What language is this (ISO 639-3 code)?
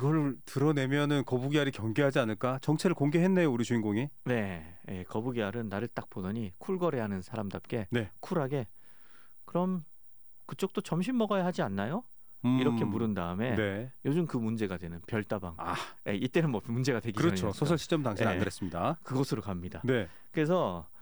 kor